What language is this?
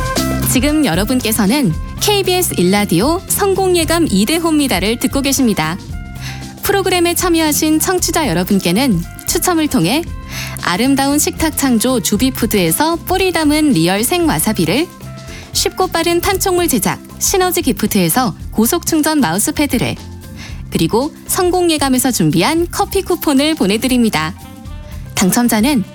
Korean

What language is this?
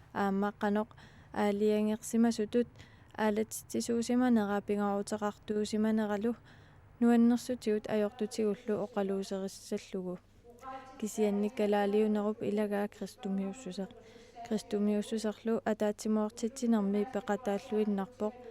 Kalaallisut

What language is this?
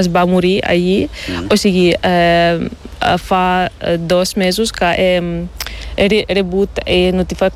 Catalan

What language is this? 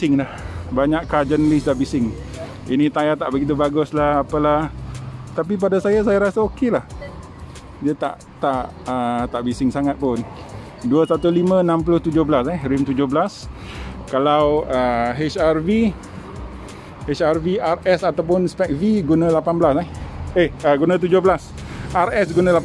Malay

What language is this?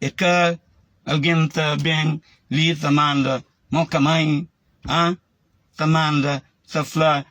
Kabuverdianu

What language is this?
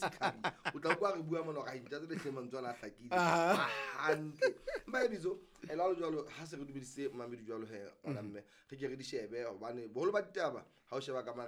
Southern Sotho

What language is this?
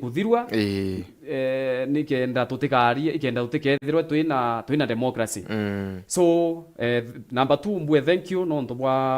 Meru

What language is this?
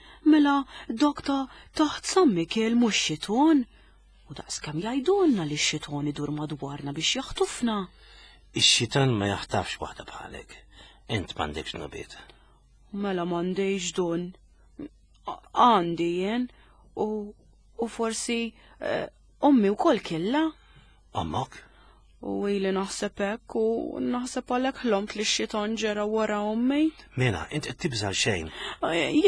Maltese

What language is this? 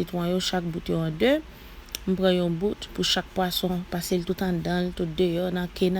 Haitian Creole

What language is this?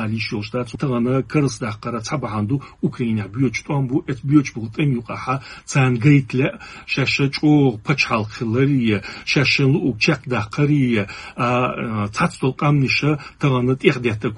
Chechen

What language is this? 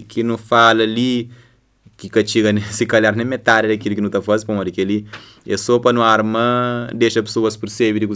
Kabuverdianu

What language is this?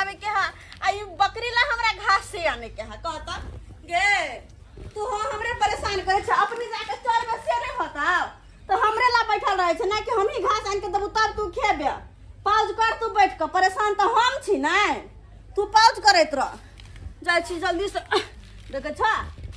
Maithili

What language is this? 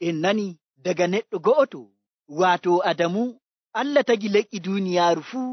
Nigerian Fulfulde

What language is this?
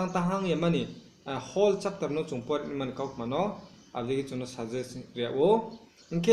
Riang (India)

